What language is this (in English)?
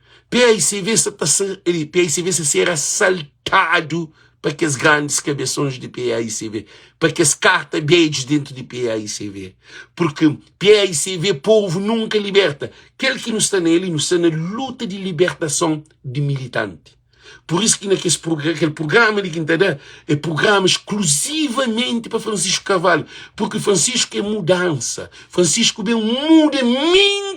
Kabuverdianu